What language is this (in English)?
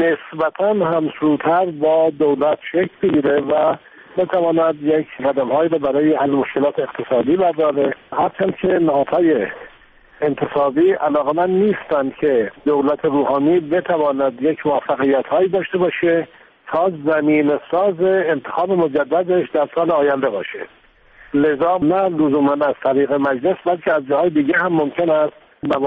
Persian